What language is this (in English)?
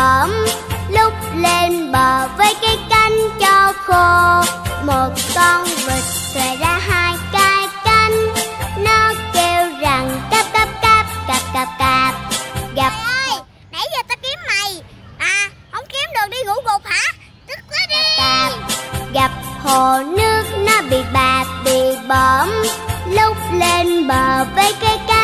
Vietnamese